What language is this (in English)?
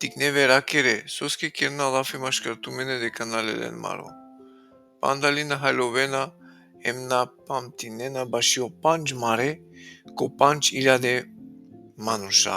Balkan Romani